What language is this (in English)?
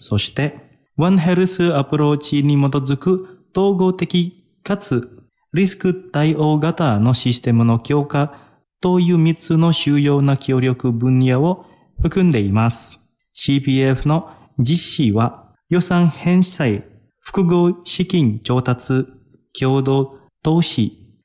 Japanese